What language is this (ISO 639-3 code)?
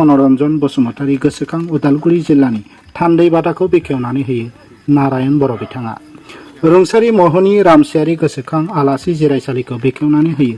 brx